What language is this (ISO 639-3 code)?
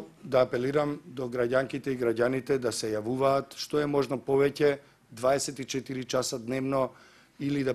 mkd